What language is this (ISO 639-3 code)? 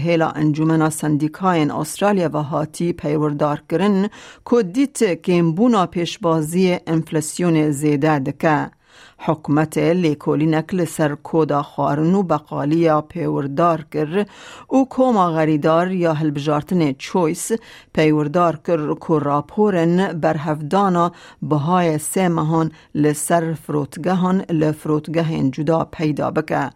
kur